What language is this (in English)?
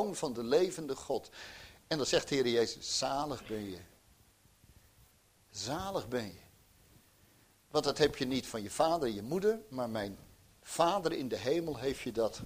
Dutch